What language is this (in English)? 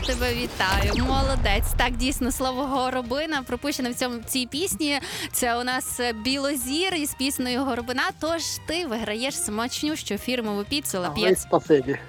Ukrainian